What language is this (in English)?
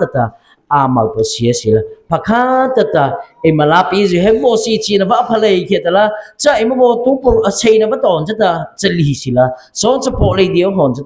Mara Chin